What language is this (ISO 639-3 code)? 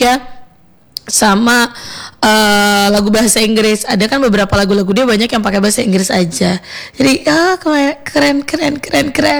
ind